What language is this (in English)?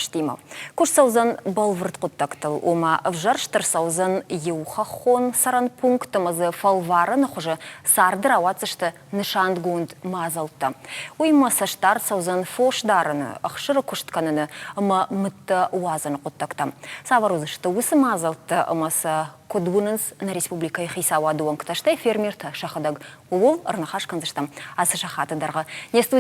Ossetic